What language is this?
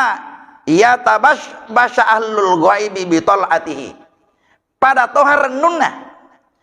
Buginese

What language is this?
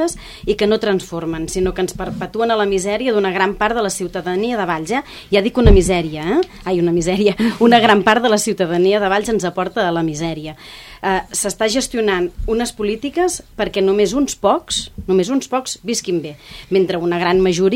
Catalan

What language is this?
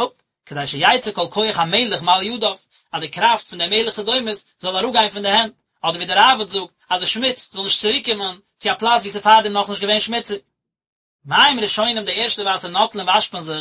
Yiddish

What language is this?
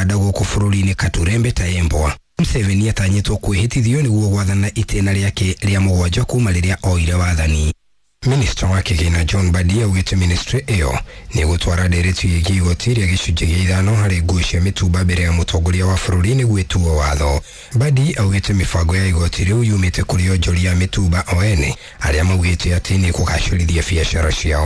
Kikuyu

